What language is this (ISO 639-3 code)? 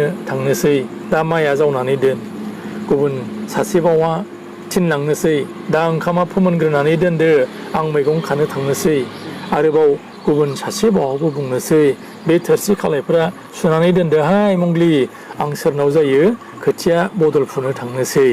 brx